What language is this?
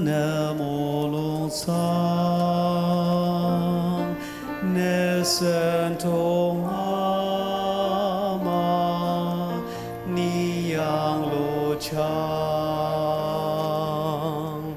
Ao Naga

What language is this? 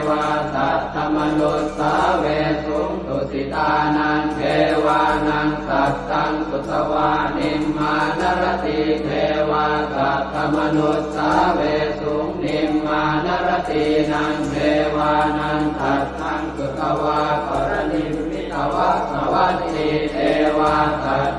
Pali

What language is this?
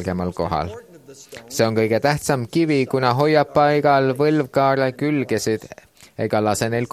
Estonian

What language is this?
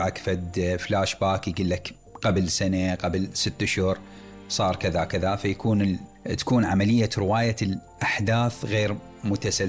Mesopotamian Arabic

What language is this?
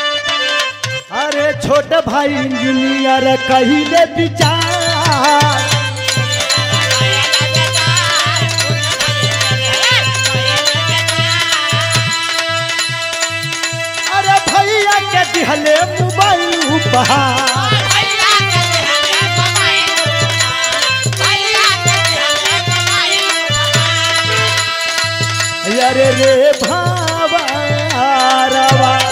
Bhojpuri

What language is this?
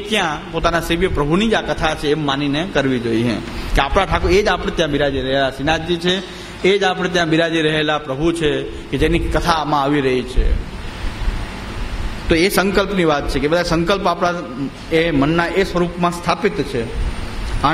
Gujarati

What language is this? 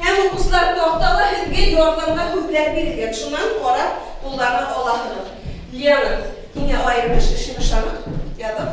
Bashkir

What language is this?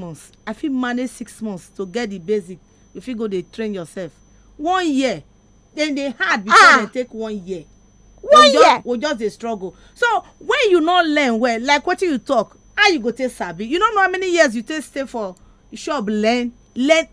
Nigerian Pidgin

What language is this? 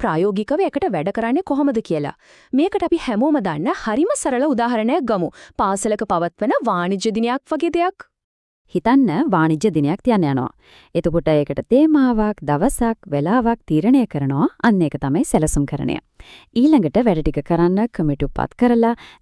Sinhala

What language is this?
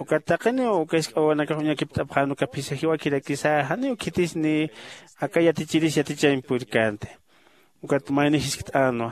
Aymara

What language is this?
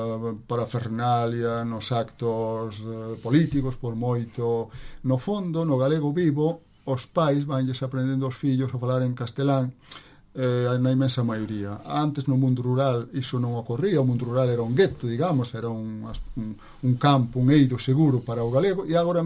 Galician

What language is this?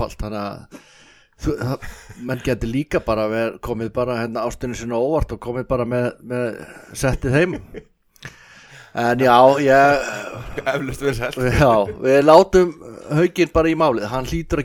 Icelandic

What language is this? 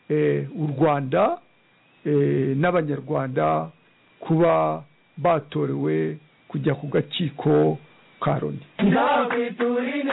Kinyarwanda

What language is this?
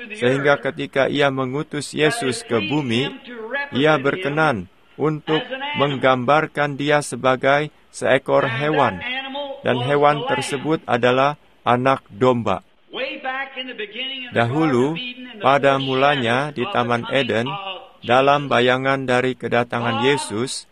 Indonesian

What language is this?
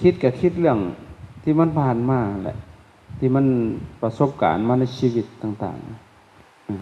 Lao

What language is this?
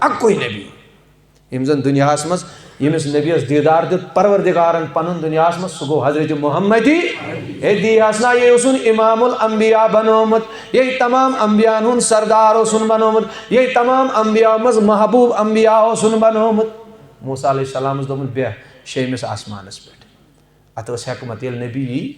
Kashmiri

